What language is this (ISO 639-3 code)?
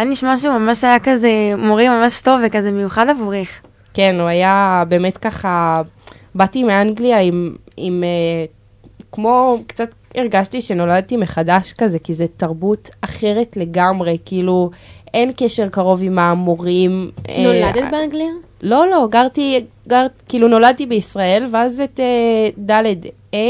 heb